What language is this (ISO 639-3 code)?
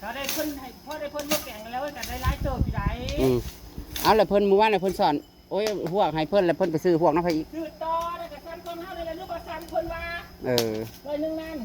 tts